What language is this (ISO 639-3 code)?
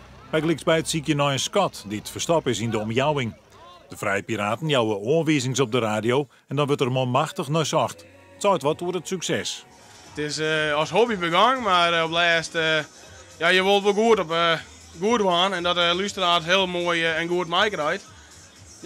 fry